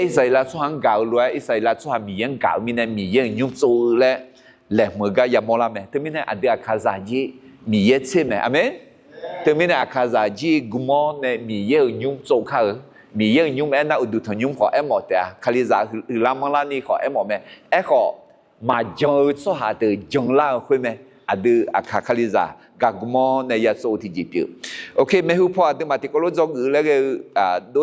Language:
Akha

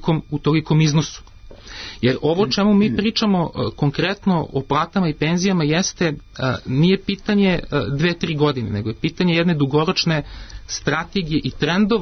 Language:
Serbian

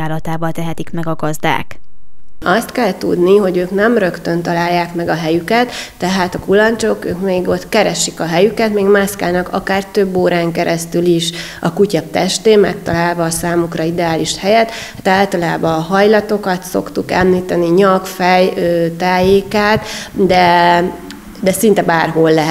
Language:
Hungarian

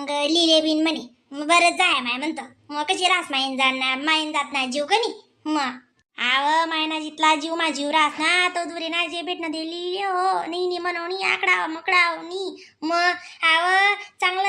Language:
Khandesi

